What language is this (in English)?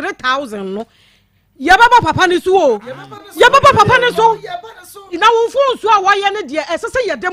Akan